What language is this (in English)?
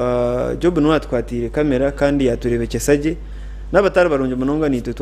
Nyankole